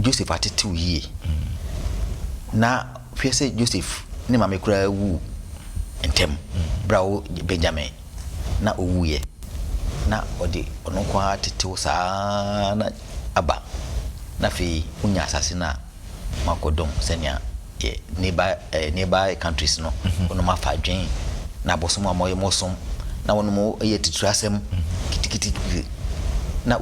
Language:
Akan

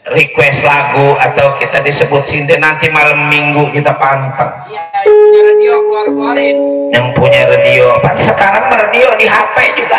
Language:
Betawi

